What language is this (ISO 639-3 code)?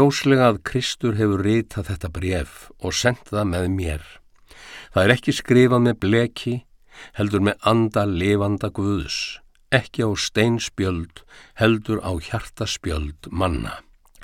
isl